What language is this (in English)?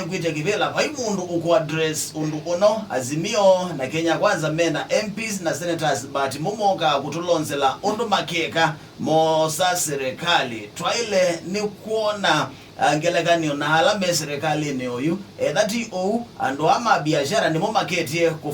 Kamba